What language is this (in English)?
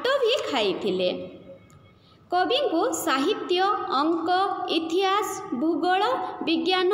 Odia